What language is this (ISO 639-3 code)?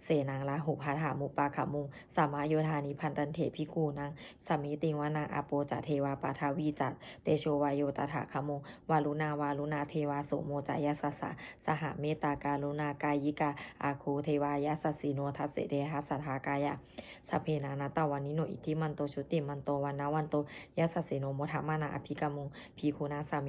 pli